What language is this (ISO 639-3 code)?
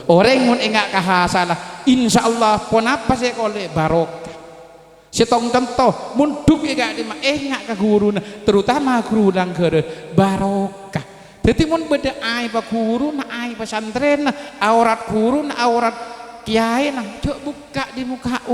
mad